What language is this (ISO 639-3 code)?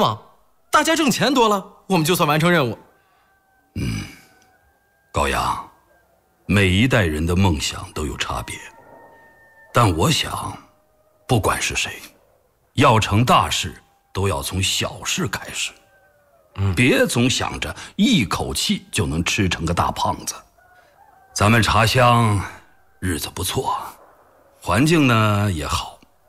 zho